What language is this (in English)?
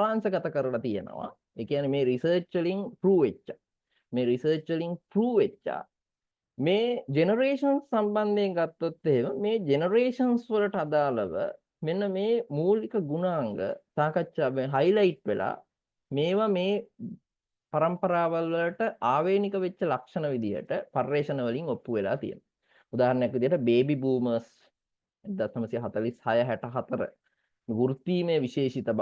Sinhala